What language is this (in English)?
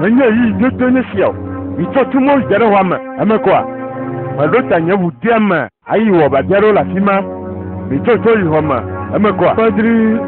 Ewe